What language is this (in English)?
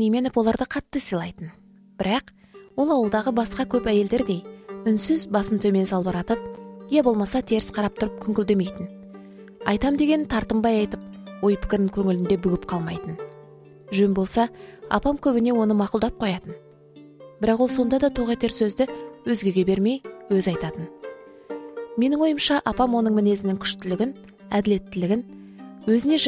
Kazakh